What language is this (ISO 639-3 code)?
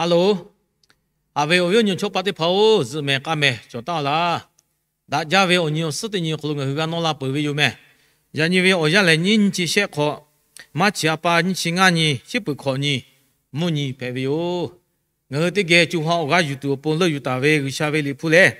lhu